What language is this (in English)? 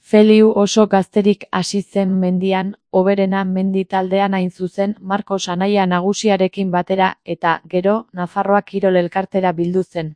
Basque